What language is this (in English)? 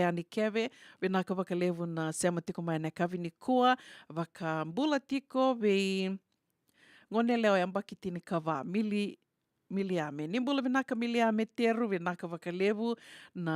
Fijian